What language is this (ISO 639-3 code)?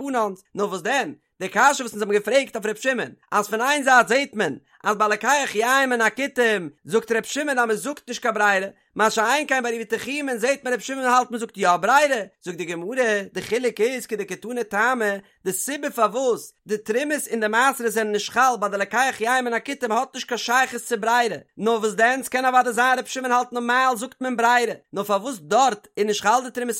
yid